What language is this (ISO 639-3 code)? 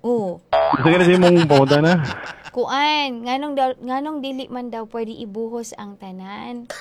ceb